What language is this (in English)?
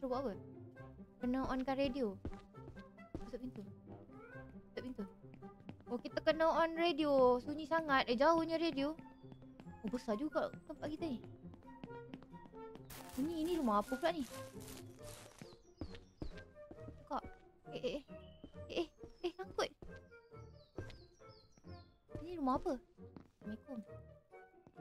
Malay